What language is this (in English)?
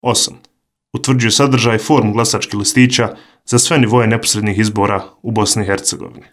Bosnian